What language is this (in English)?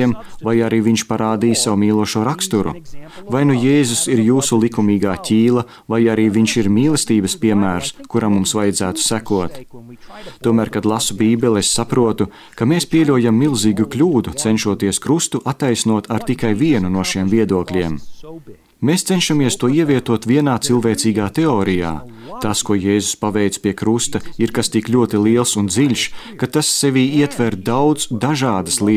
Latvian